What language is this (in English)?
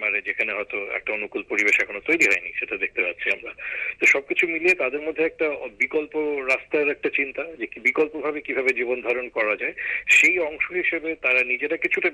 Bangla